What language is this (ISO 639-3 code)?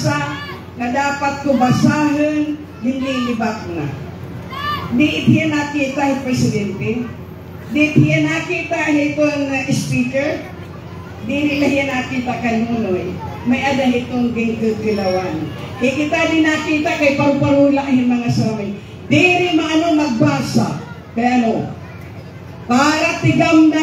war